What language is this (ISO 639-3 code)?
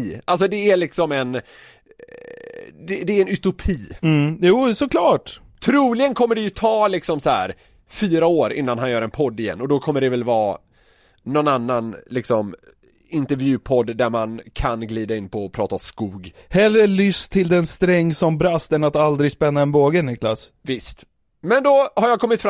swe